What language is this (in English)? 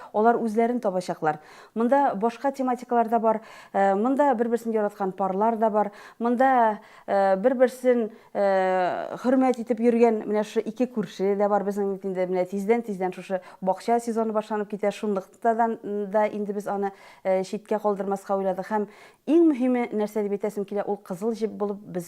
Tatar